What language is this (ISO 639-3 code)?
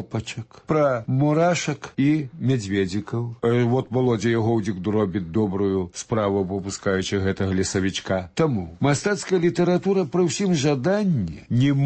bel